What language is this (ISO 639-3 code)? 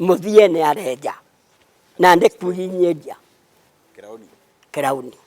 mer